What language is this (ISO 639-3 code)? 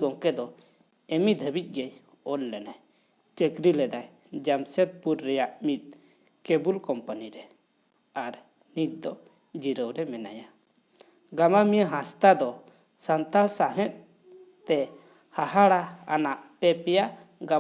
sat